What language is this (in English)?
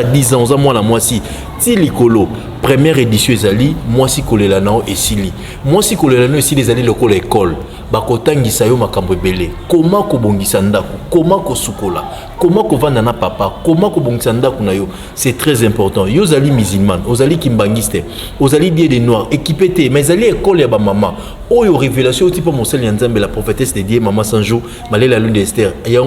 Lingala